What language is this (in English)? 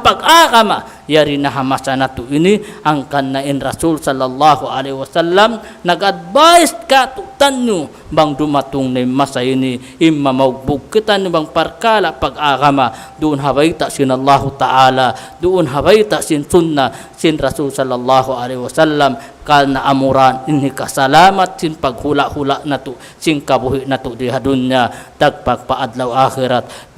Tausug